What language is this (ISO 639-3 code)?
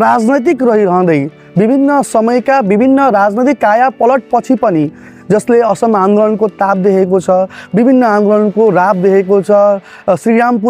nep